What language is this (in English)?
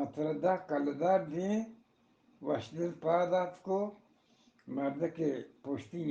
Eastern Balochi